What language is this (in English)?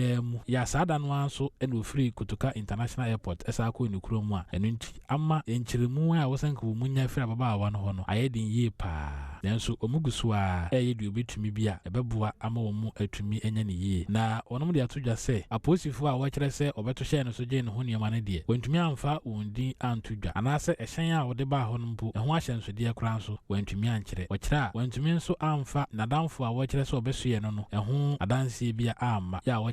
Akan